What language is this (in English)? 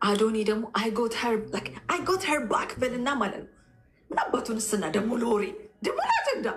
Amharic